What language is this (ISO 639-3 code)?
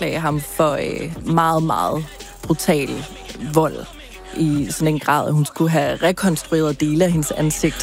dan